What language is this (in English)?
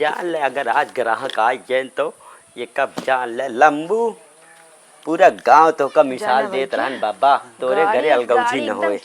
Awadhi